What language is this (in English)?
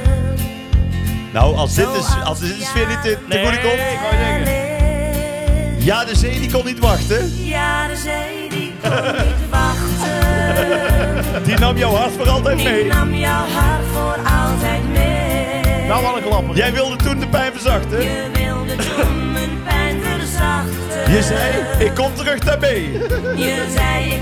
Dutch